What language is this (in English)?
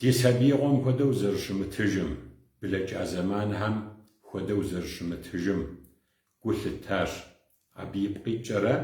Kabardian